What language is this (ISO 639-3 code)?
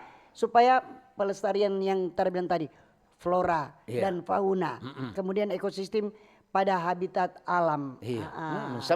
xmm